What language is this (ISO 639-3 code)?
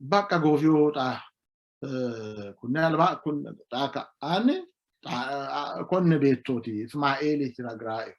sid